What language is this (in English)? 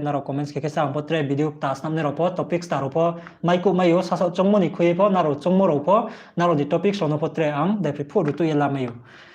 Riang (India)